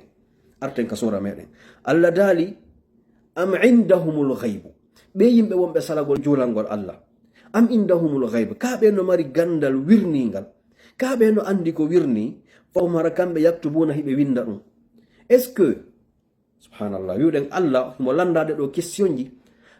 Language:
Fula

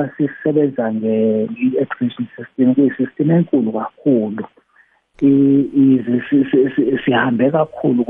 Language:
South Ndebele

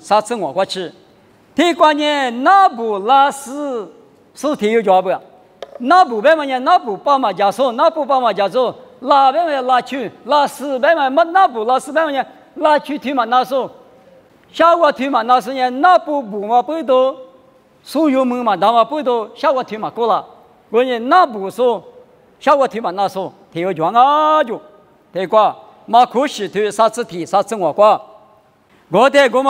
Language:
Lisu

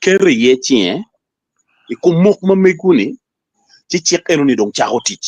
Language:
Acoli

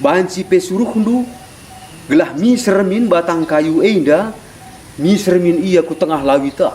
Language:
Batak Karo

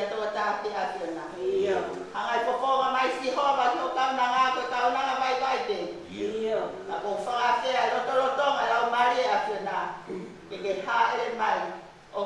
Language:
Tongan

